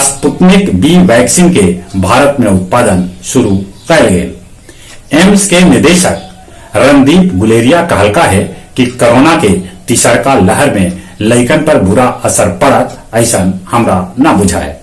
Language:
Magahi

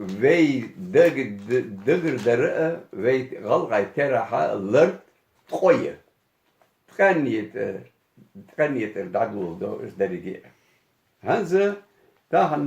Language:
Ingush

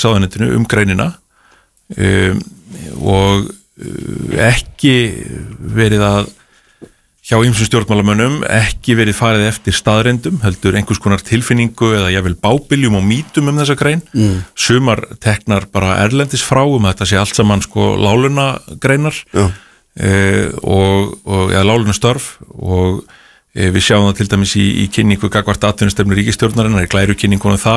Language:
Icelandic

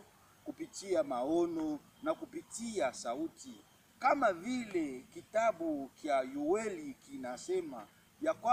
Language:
Swahili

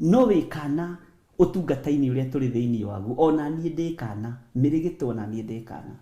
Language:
Kikuyu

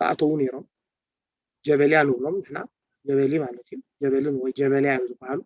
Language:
Tigrinya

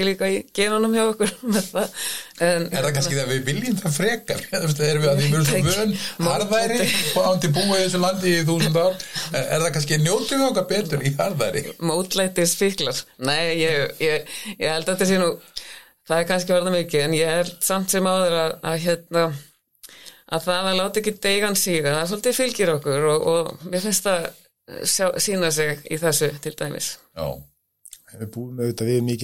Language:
Icelandic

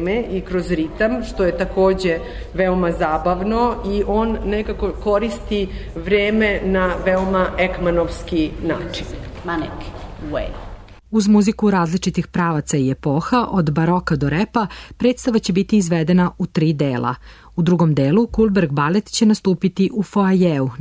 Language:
Serbian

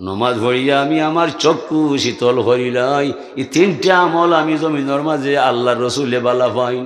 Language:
Sylheti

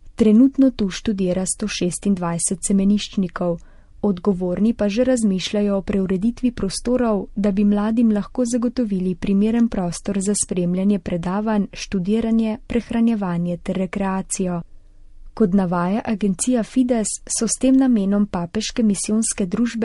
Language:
Slovenian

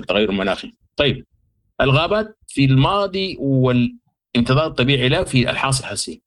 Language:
Sudanese Arabic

